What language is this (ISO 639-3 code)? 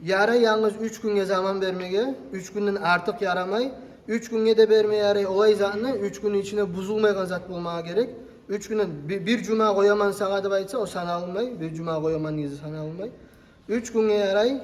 kum